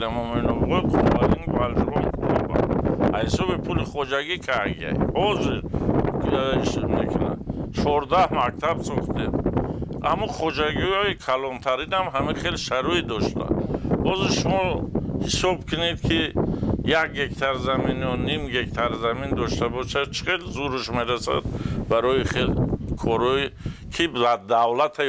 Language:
Tajik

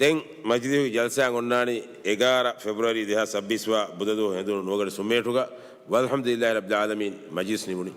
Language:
Divehi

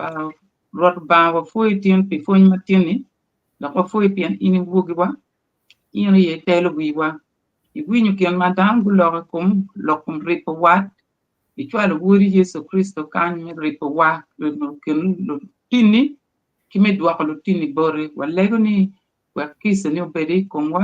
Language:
Acoli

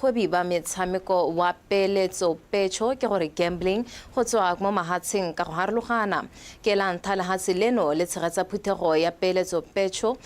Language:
Tswana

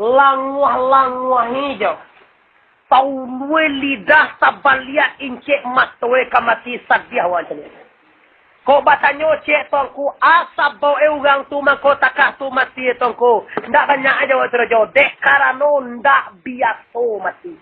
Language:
Minangkabau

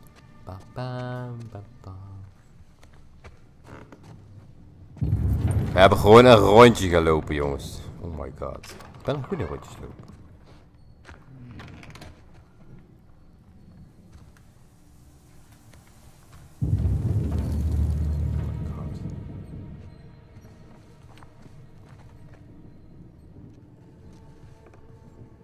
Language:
Dutch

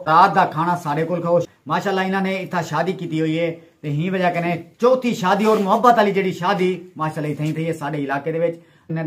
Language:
Saraiki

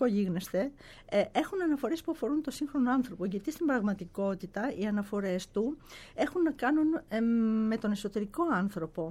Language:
Greek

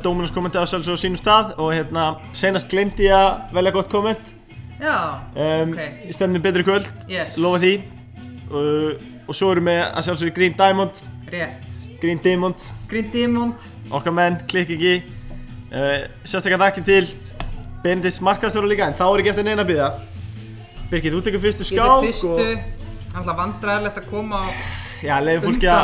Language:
Icelandic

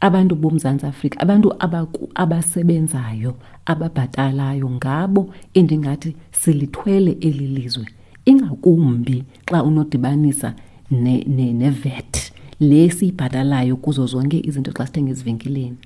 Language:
Xhosa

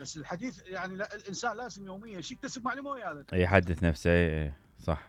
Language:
Mesopotamian Arabic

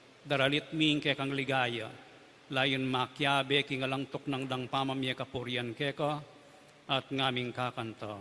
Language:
Pampanga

